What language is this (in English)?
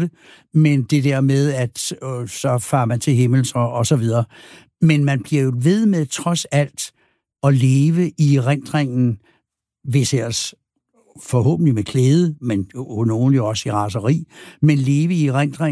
Danish